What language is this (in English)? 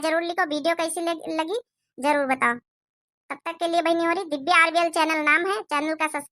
Awadhi